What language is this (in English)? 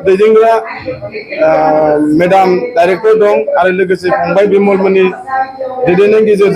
Bodo